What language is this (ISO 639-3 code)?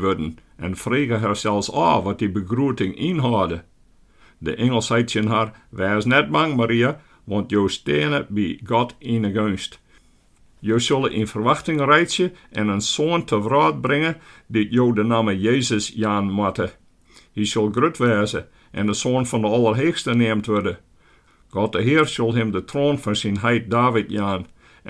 fry